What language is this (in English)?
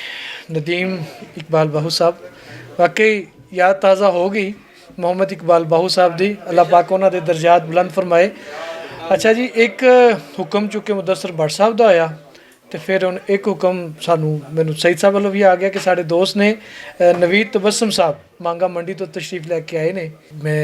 Western Panjabi